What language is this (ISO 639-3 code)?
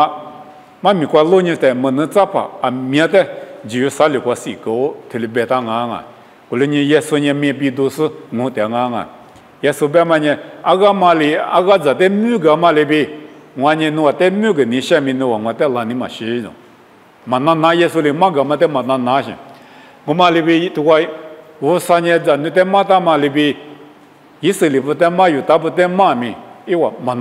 lis